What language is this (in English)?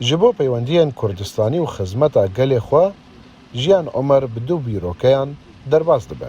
Kurdish